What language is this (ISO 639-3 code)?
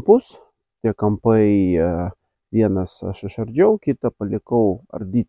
lit